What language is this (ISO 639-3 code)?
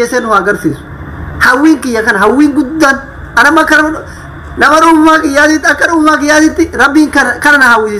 orm